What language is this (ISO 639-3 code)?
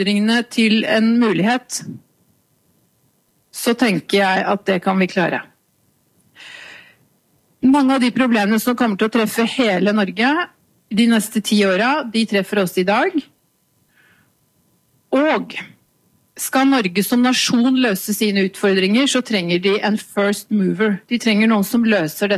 nor